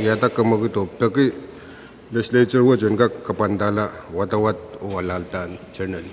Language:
Pohnpeian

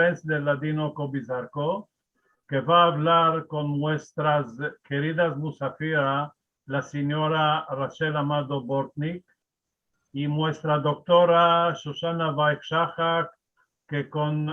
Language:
Ladino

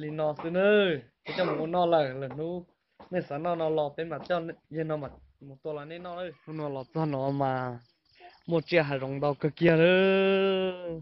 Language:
Hmong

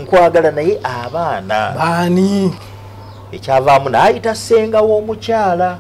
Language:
Ganda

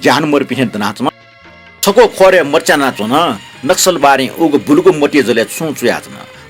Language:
Newari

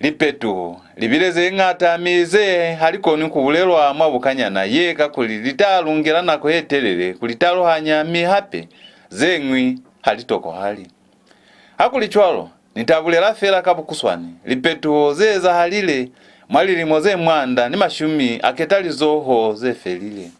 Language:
Lozi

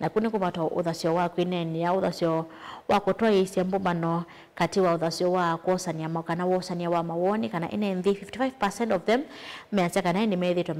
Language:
Kamba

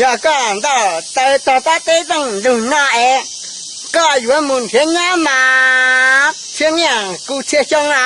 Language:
Hmong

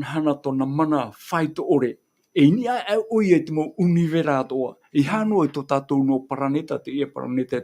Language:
Tahitian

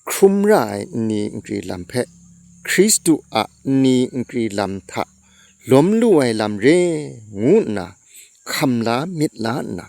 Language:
Kachin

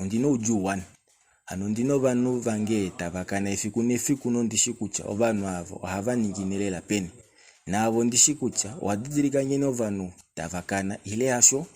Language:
Kuanyama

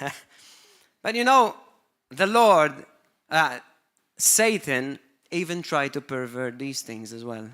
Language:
English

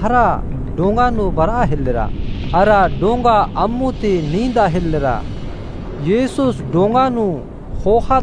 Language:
Kurukh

